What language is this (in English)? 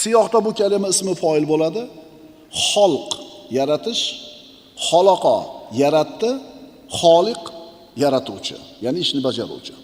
Uzbek